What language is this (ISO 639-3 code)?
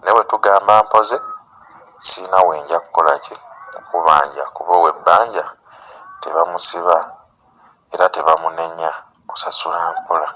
lug